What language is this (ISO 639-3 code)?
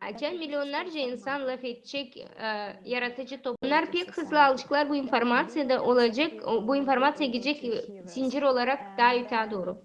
gag